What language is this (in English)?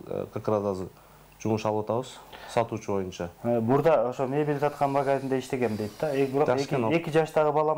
Kyrgyz